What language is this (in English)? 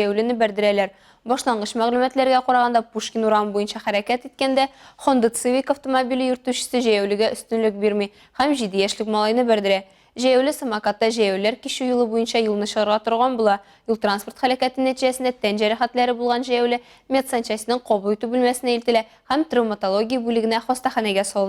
Tatar